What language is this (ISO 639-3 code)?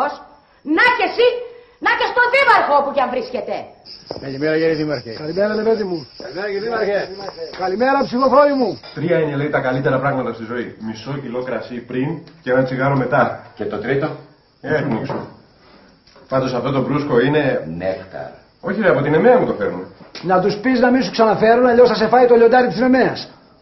ell